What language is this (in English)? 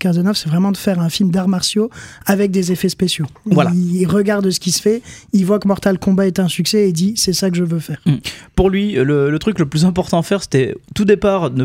French